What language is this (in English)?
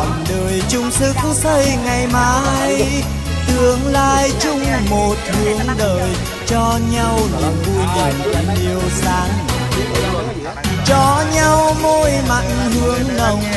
Vietnamese